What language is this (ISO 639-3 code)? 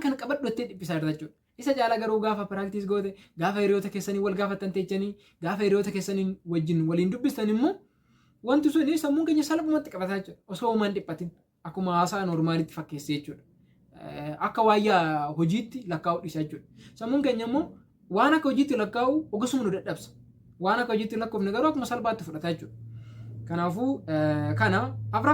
orm